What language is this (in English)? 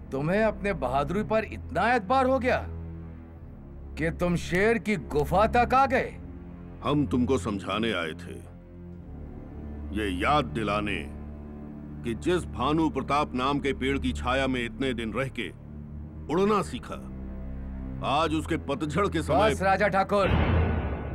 Hindi